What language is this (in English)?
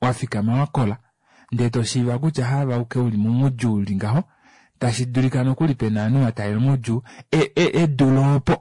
Kuanyama